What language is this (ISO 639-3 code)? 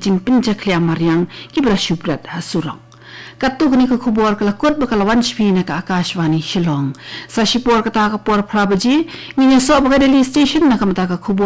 kha